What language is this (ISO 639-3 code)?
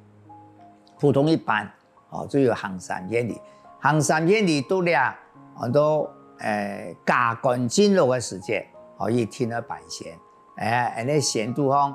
hak